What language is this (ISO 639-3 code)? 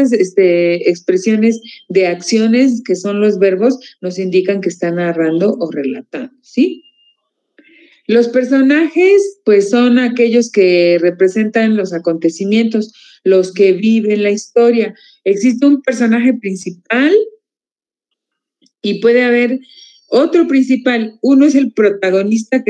spa